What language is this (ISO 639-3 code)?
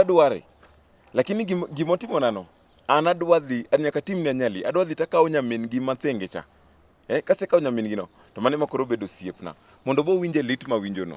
luo